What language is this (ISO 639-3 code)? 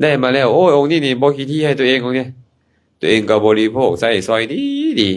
lao